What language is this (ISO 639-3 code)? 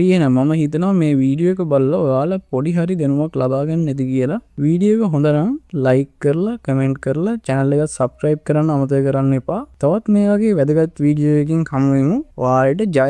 sin